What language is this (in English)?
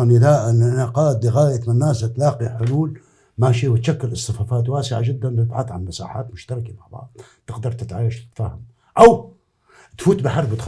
North Levantine Arabic